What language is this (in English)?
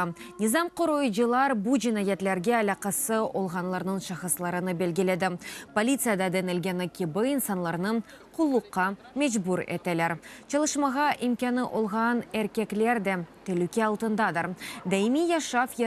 Crimean Tatar